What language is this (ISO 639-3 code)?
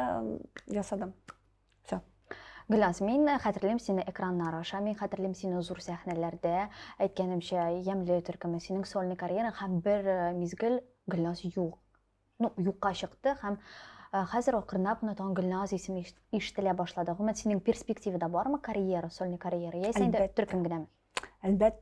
tat